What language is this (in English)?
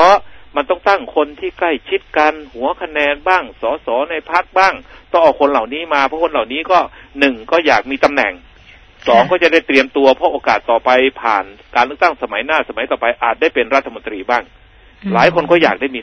Thai